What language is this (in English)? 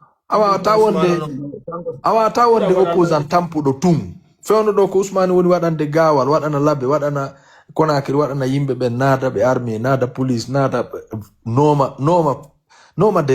Pular